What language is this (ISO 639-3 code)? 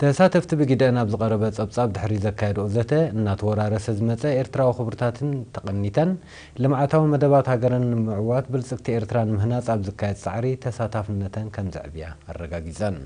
tir